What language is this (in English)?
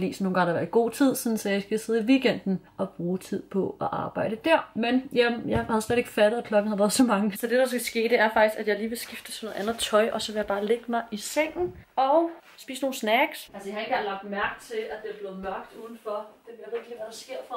Danish